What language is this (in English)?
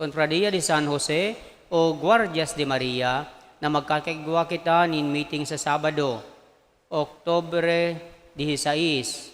Bikol